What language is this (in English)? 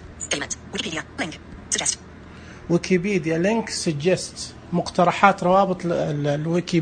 Najdi Arabic